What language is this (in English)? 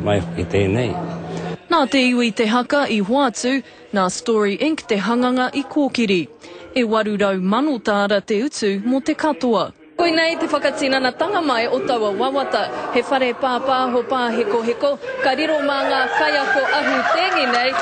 Māori